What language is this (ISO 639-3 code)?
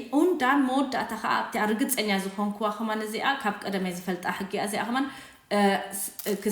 tir